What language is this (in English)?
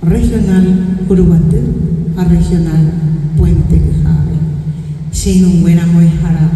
Guarani